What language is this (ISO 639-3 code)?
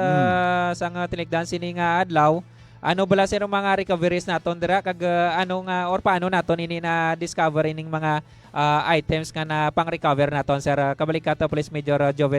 hil